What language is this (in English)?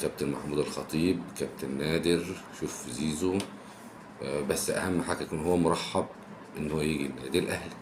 Egyptian Arabic